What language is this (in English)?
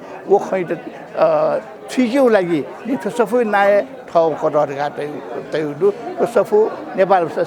Newari